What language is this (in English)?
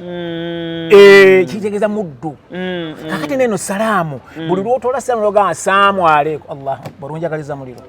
Ganda